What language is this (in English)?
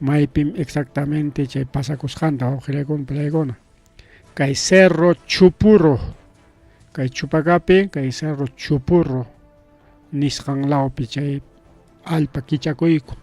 Ayacucho Quechua